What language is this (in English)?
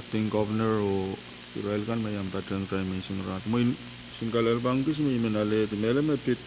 Pohnpeian